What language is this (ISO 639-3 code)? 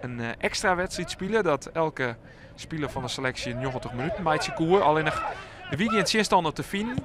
fry